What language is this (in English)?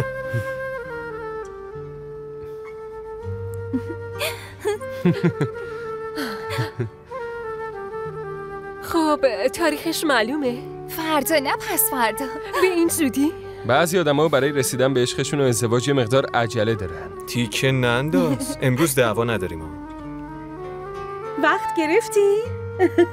Persian